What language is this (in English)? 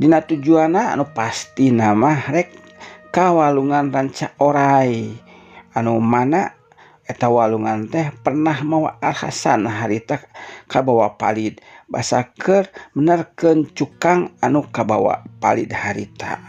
Sundanese